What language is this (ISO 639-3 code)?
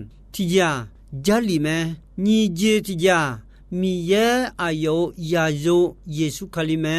ahk